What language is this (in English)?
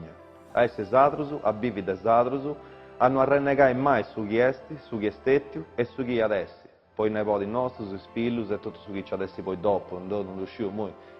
Sardinian